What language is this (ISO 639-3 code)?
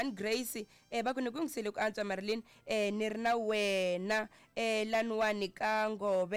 tso